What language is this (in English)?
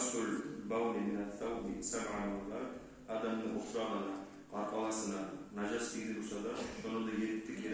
Kumyk